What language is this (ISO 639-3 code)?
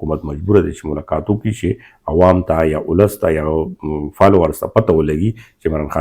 pus